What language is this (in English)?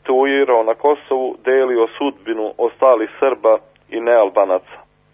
Serbian